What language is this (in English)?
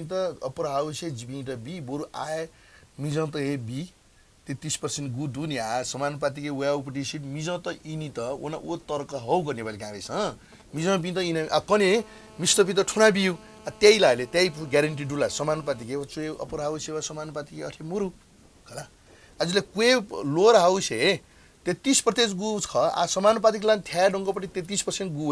Newari